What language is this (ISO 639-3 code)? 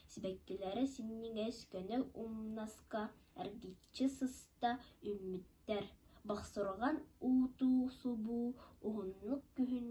sah